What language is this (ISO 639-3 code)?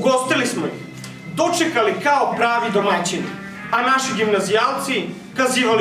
srp